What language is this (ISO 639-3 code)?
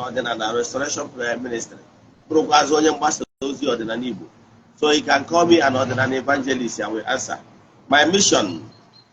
ibo